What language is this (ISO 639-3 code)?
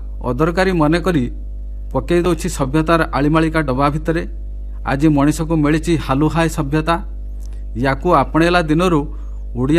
ori